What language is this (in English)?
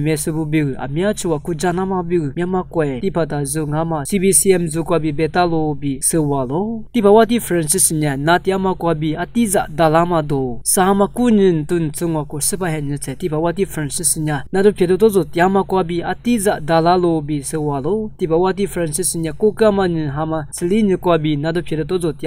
Lisu